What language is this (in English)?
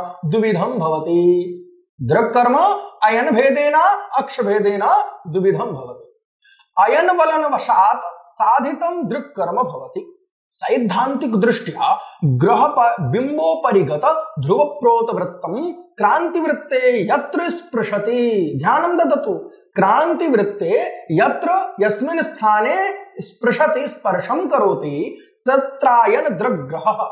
Sanskrit